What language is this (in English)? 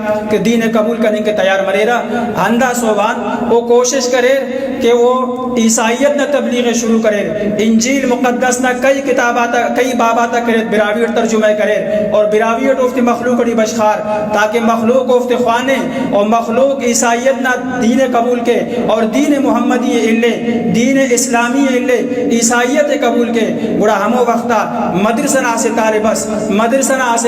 Brahui